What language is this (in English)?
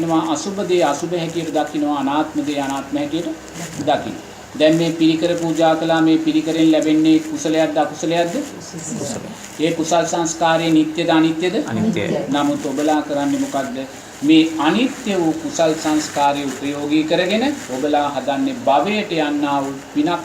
Sinhala